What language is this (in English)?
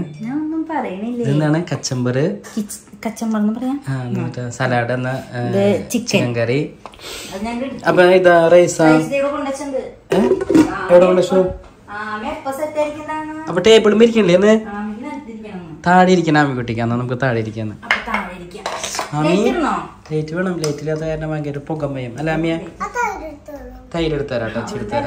Malayalam